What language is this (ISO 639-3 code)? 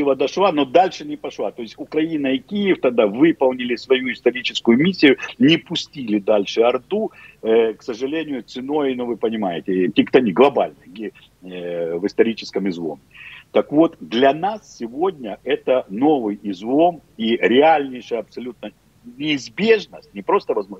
rus